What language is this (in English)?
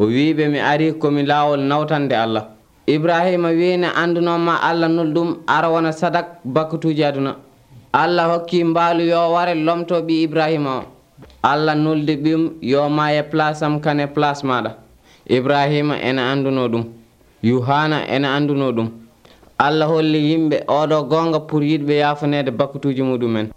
Nigerian Fulfulde